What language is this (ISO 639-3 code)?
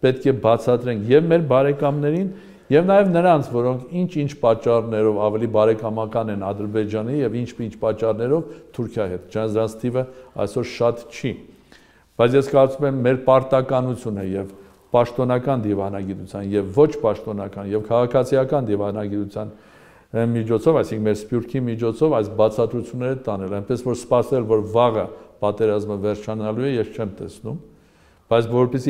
hye